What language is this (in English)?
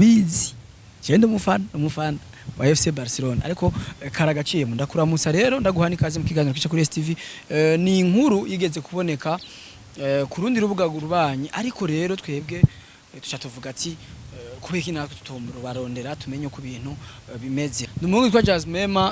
Rundi